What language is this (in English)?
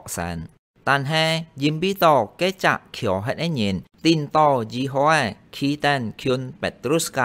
Hakka Chinese